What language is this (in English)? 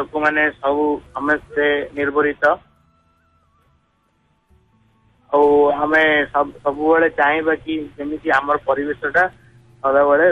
Odia